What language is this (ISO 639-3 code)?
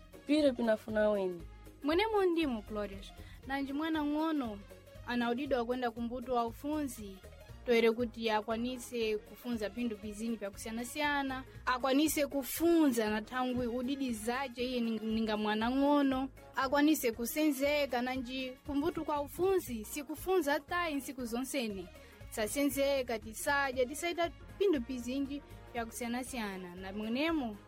seh